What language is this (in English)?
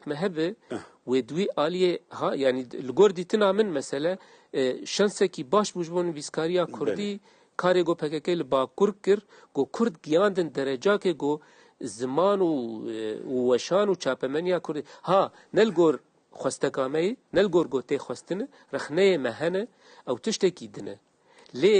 Kurdish